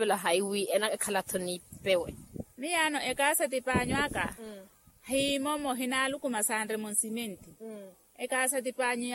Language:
Makhuwa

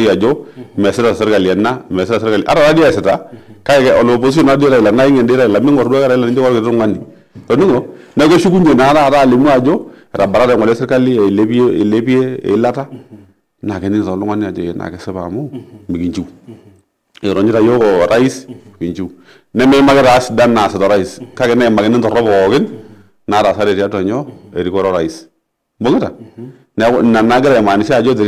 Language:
Masai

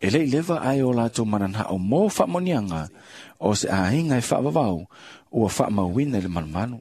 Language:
Samoan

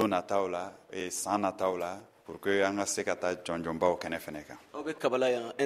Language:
Bambara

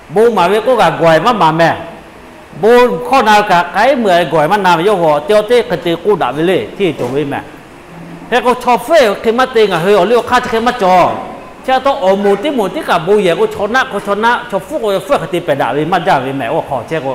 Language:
Lahu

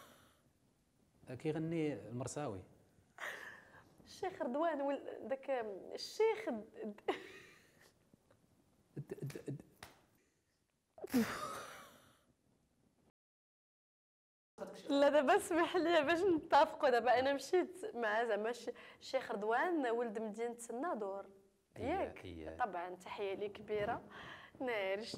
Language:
Moroccan Arabic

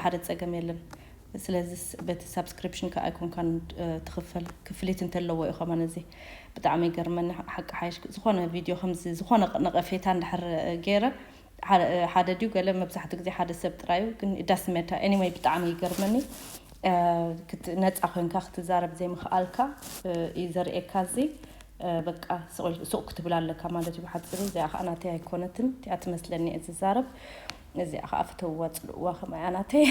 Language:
Tigrinya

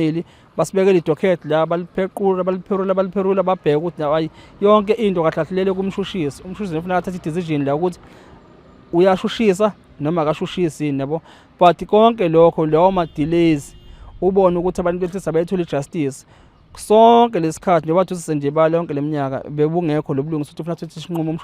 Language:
Zulu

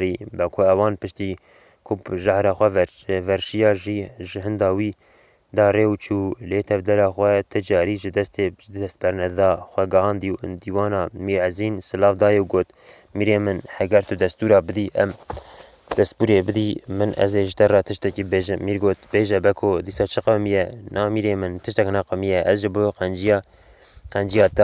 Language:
Kurdish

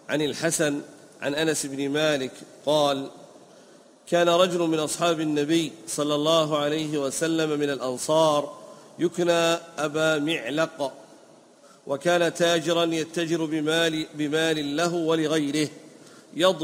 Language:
Arabic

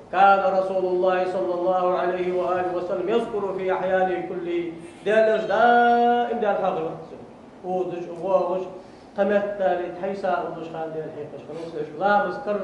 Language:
Ingush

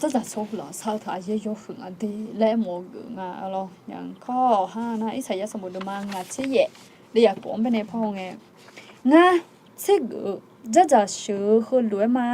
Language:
Akha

